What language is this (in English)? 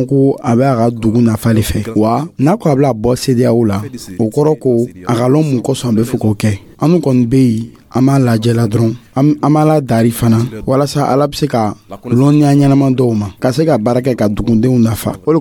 Dyula